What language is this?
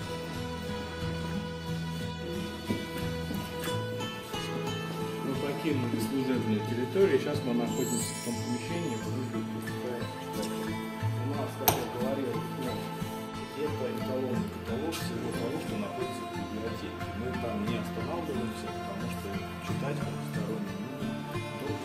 Russian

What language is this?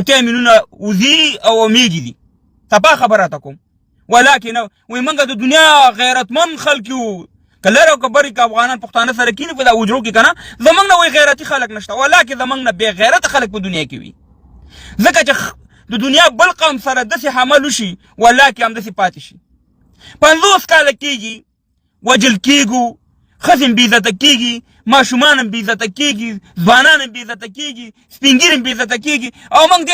Pashto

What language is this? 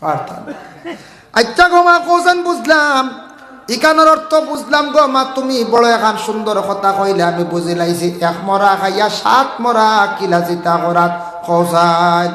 Sylheti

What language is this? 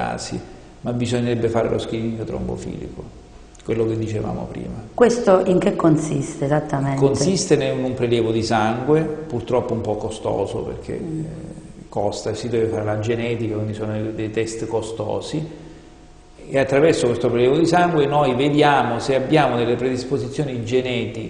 Italian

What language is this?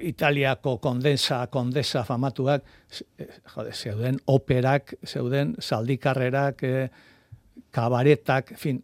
Basque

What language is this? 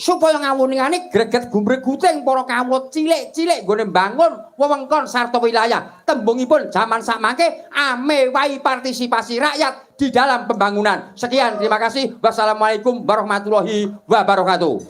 Javanese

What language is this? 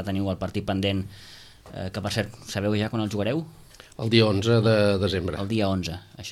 Catalan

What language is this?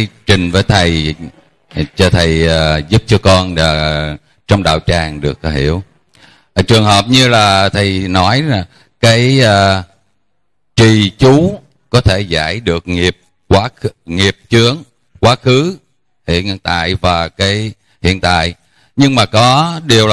Vietnamese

